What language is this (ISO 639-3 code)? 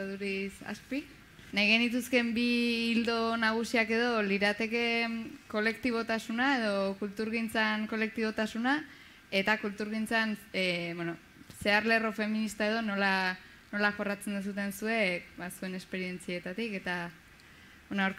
eus